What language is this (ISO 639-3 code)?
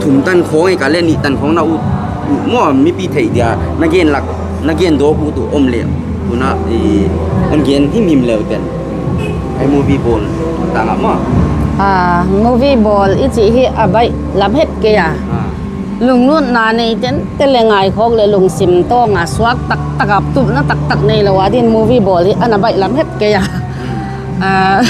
pck